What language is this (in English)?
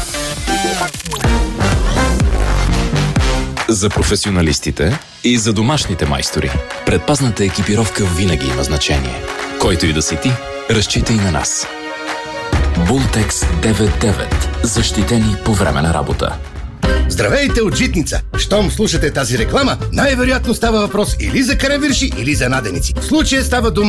Bulgarian